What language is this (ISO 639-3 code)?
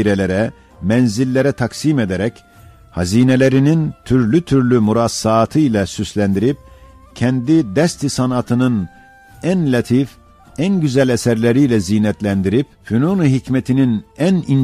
ota